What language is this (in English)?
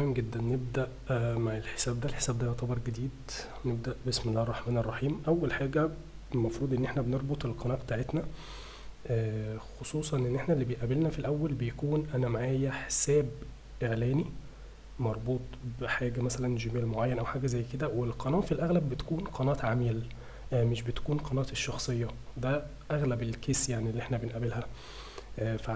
Egyptian Arabic